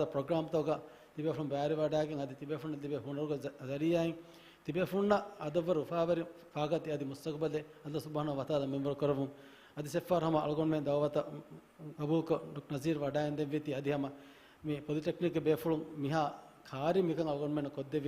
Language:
Divehi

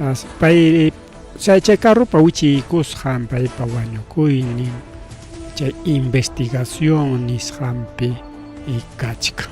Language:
Ayacucho Quechua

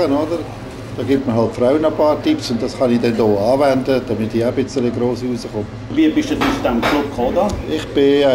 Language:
German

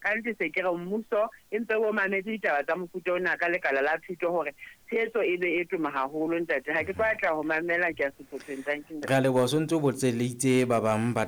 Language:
Southern Sotho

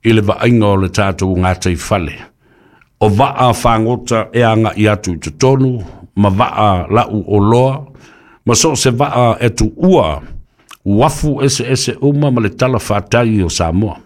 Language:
Samoan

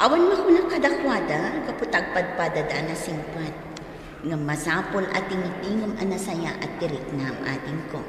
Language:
Iloko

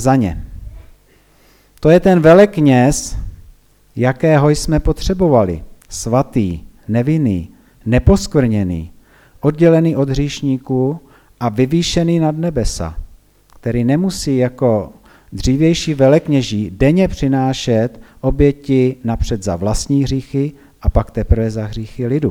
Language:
Czech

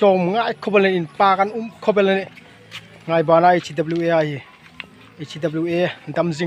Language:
Hmar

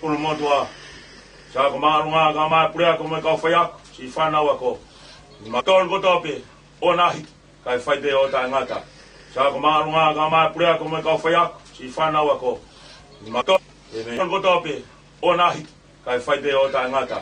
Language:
Tongan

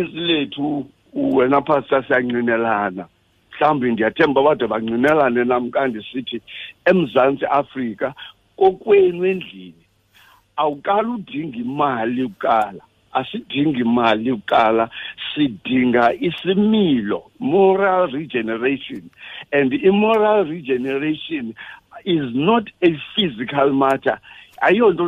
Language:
Xhosa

